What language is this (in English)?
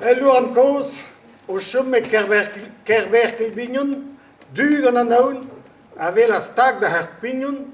Breton